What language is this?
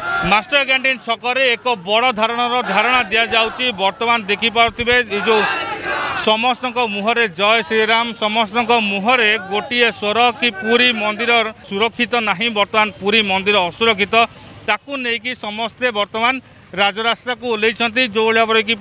Odia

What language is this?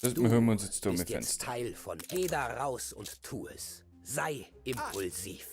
Bavarian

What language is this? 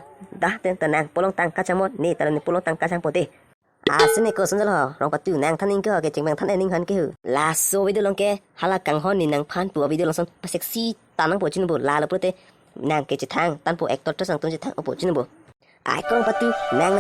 Karbi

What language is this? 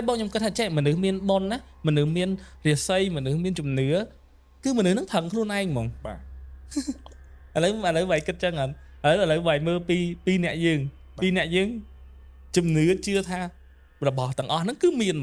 Khmer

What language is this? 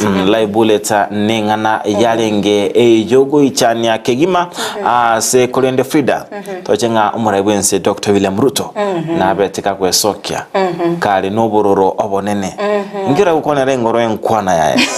Gusii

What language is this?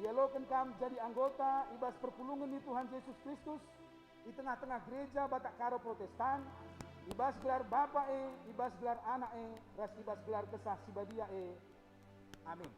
Batak Karo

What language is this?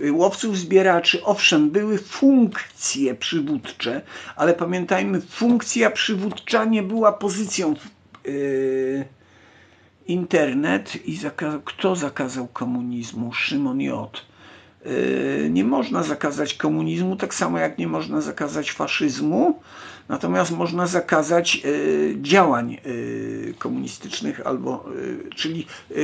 Polish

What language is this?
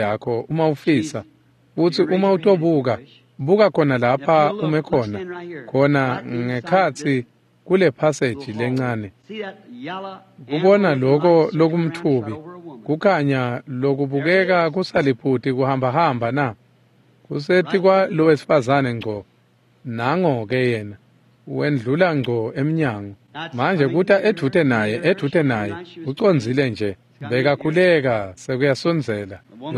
Swati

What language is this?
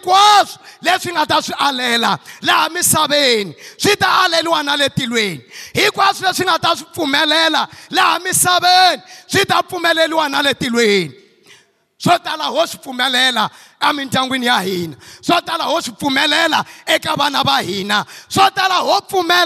Tsonga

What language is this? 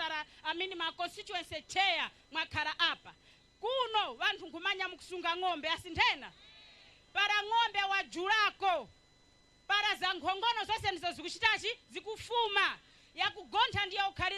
Nyanja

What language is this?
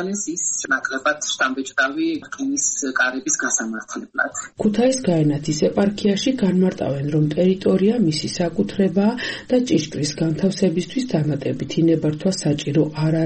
Georgian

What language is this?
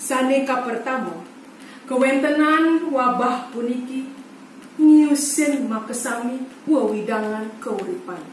Balinese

